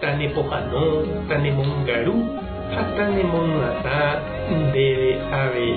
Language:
Guarani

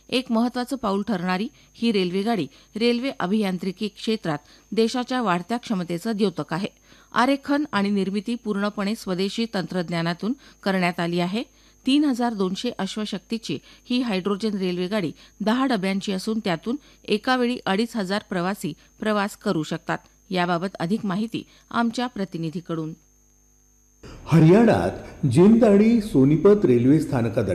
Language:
Marathi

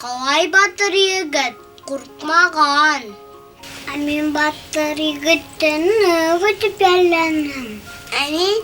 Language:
Bashkir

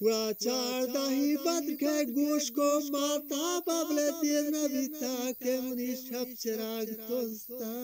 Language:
Eastern Balochi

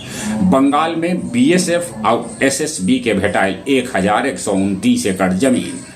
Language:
Magahi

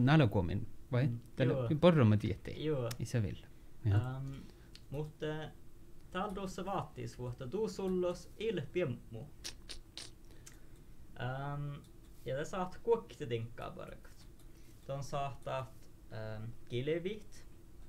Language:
Northern Sami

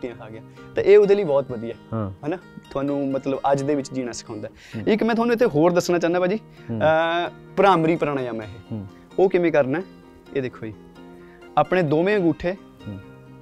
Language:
Punjabi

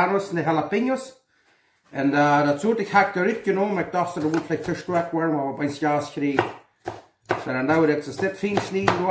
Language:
Plautdietsch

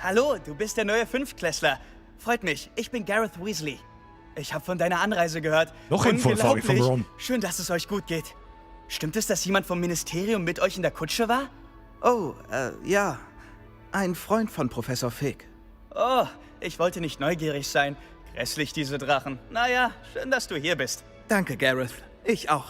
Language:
Bavarian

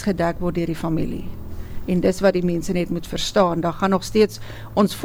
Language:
Afrikaans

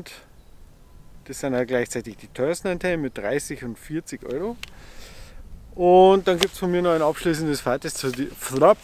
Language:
German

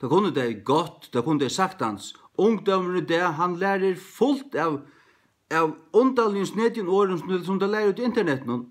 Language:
Faroese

